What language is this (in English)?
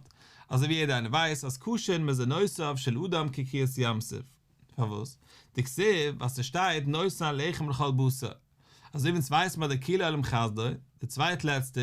Yiddish